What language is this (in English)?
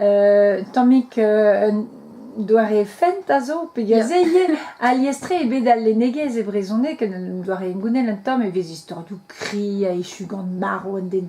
Breton